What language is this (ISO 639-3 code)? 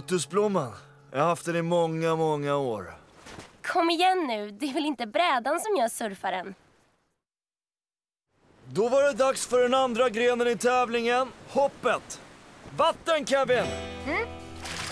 swe